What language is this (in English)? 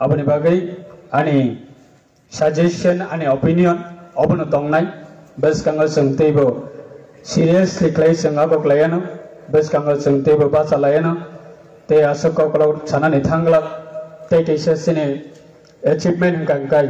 Riang (India)